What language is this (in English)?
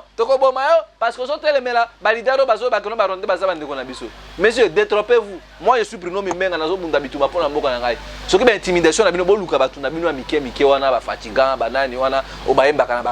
Lingala